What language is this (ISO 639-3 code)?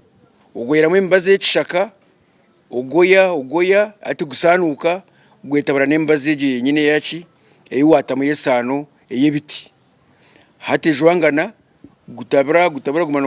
nyn